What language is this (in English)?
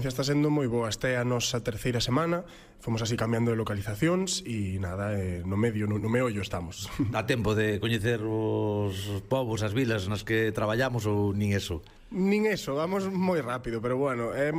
Galician